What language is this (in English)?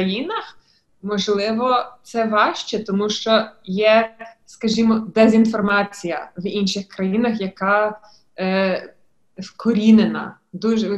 Ukrainian